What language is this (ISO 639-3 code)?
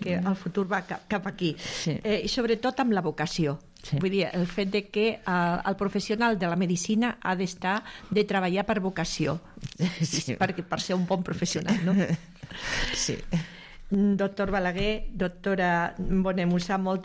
cat